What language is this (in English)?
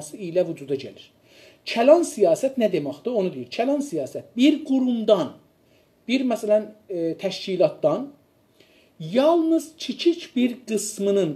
South Azerbaijani